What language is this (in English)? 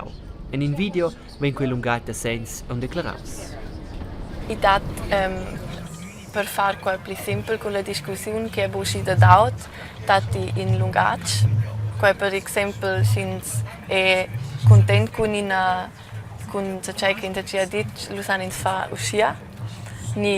Romansh